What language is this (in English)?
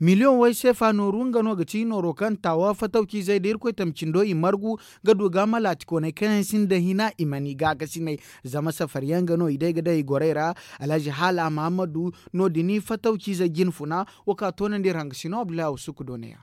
Zarma